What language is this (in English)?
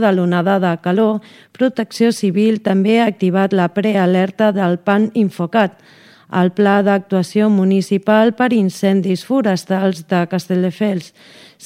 Catalan